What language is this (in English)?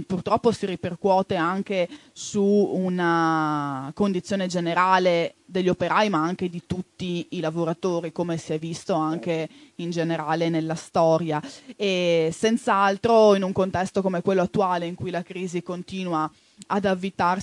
Italian